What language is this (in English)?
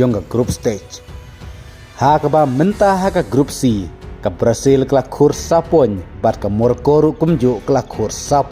Khasi